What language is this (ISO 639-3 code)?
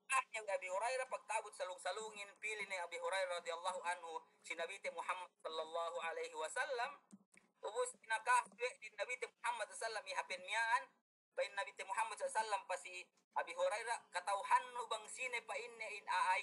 yka